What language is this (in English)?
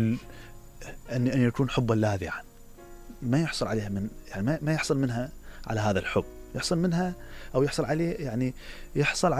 Mesopotamian Arabic